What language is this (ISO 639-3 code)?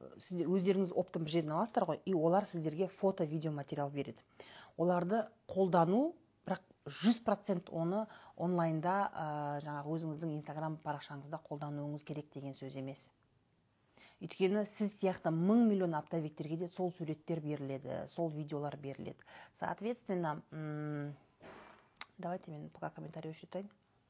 kaz